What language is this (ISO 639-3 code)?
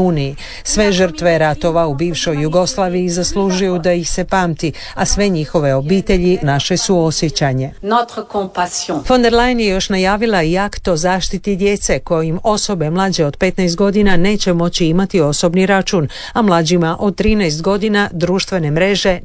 hrv